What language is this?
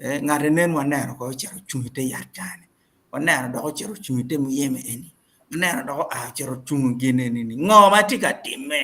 Acoli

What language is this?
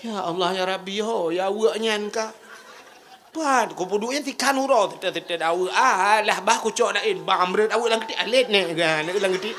Achinese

